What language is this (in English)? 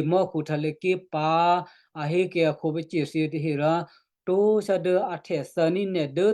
Western Kayah